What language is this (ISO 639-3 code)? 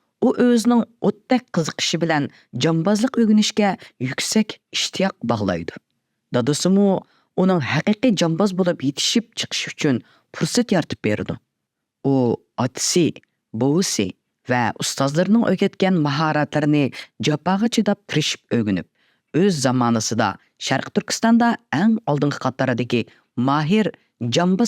uig